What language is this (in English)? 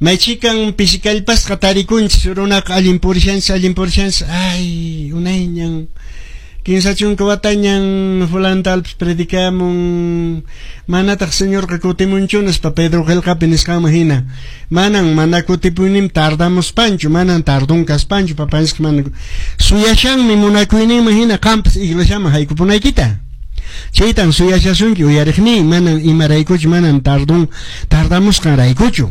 Quechua